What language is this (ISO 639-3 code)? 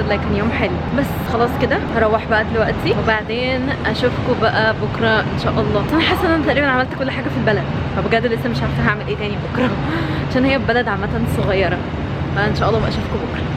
arz